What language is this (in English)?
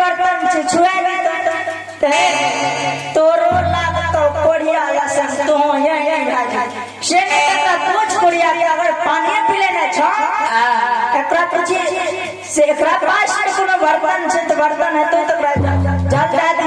Maithili